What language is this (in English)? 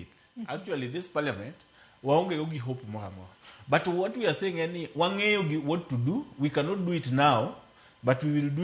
Luo (Kenya and Tanzania)